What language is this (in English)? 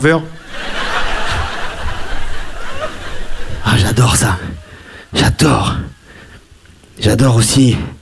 French